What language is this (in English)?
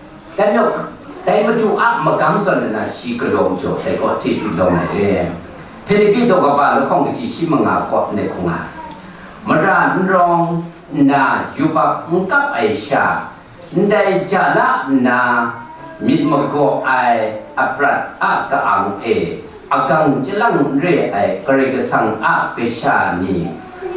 Kachin